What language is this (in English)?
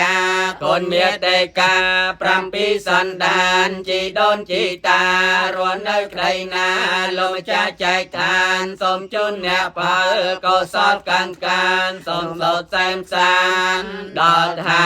Khmer